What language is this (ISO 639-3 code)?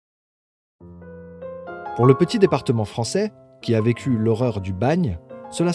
fra